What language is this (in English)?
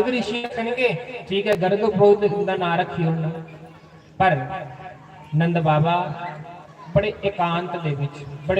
Dogri